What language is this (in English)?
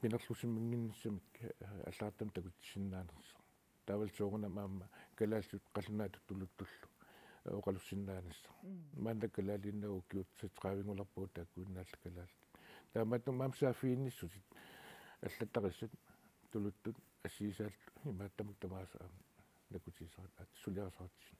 Kalaallisut